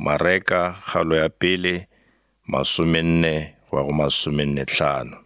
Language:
Northern Sotho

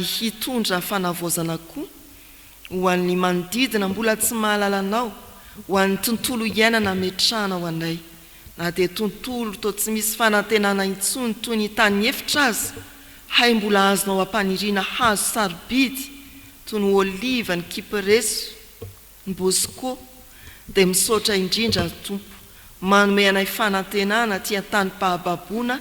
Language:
Malagasy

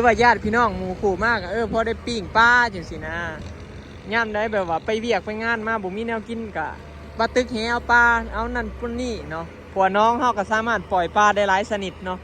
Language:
Lao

